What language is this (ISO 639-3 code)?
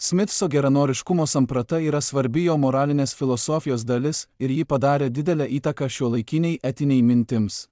lit